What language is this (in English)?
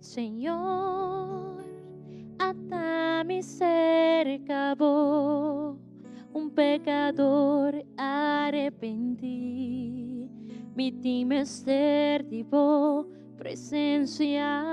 Papiamento